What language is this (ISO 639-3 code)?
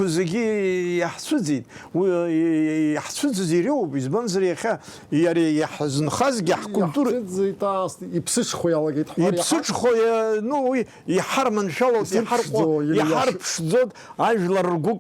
abk